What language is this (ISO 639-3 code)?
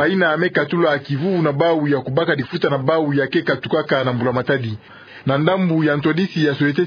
ktu